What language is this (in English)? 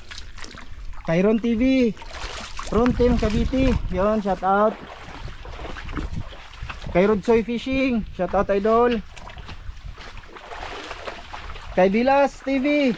Filipino